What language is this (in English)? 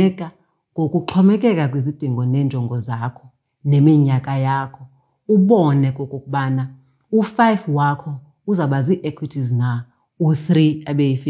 Xhosa